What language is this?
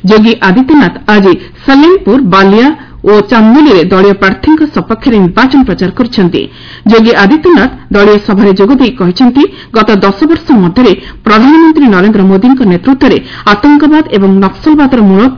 Odia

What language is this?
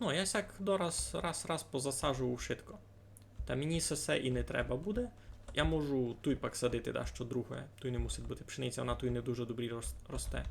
Rusyn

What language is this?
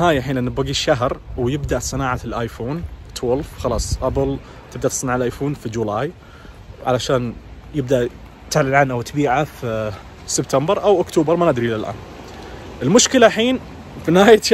Najdi Arabic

